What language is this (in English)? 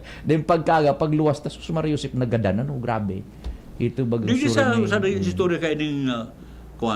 Bikol